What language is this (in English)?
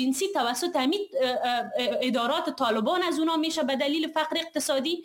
Persian